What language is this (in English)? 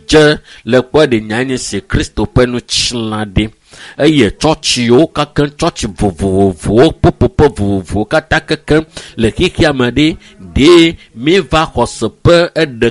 Ewe